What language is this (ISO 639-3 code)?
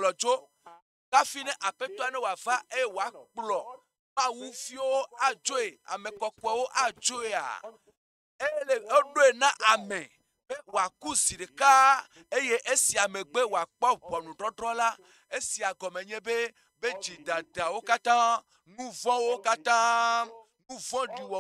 ewe